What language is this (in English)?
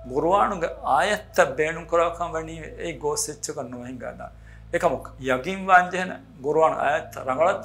Divehi